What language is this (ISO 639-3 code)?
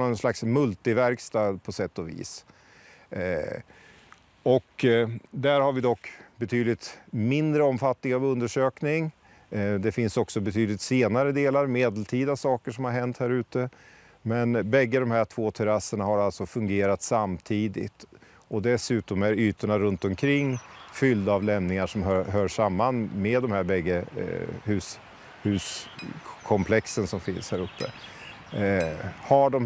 swe